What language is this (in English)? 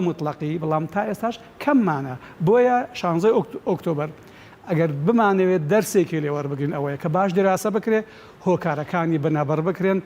Central Kurdish